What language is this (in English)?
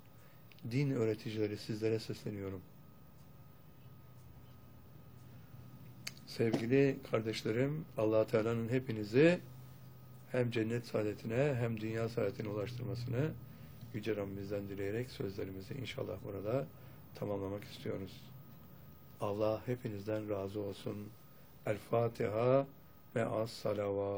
Turkish